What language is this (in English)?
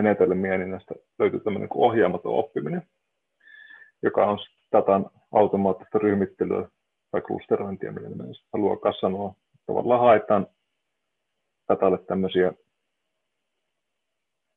Finnish